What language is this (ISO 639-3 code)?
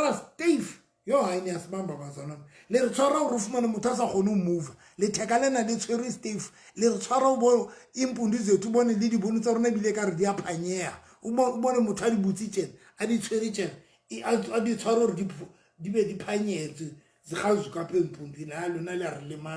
sot